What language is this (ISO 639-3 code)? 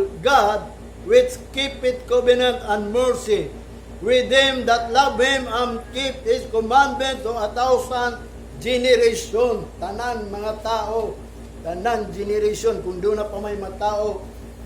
ceb